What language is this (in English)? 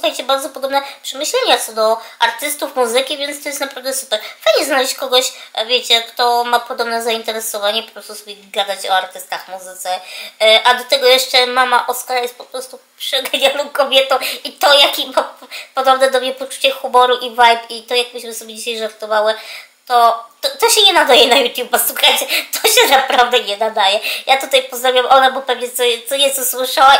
Polish